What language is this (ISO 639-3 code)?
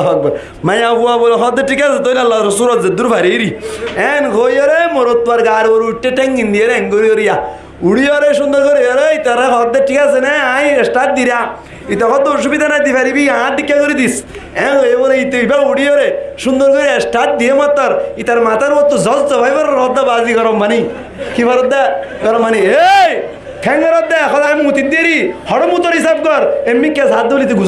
rhg